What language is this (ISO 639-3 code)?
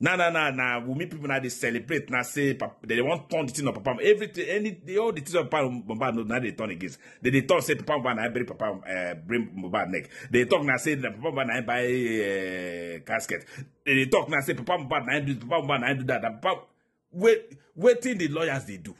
pcm